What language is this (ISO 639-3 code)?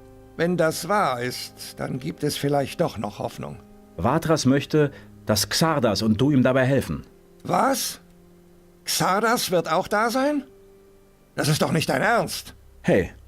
bar